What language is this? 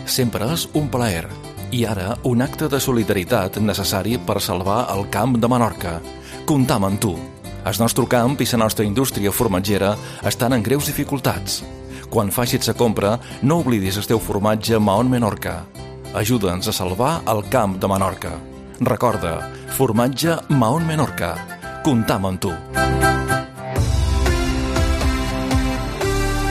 Catalan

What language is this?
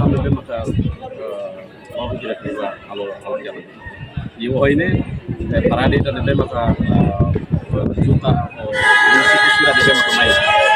Tetum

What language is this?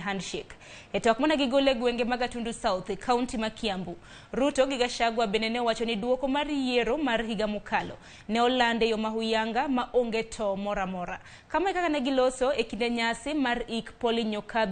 Luo (Kenya and Tanzania)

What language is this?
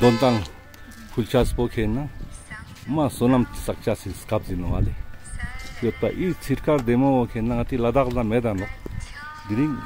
Ladakhi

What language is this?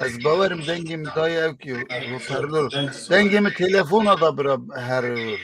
Kurdish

